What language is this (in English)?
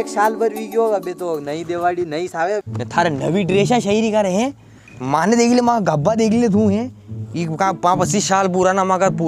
Rajasthani